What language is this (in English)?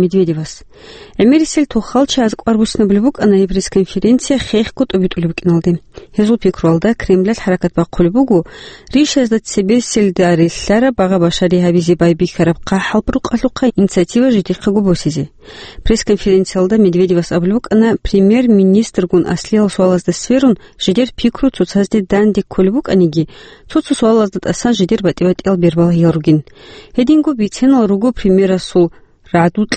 Avaric